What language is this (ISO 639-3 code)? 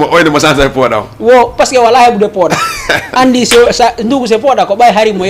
ful